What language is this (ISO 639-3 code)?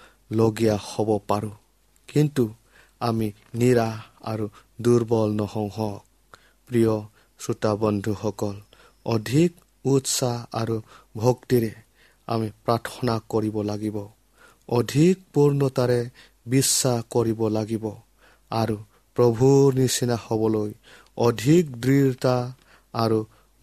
asm